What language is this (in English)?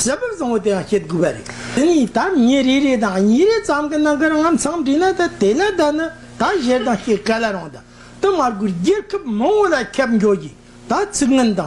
Tibetan